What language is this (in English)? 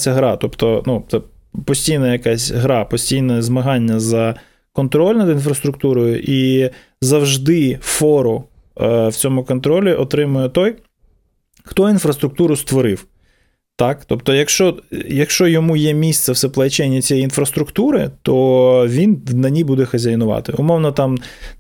Ukrainian